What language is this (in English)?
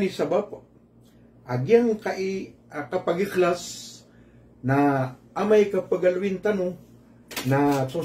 Maranao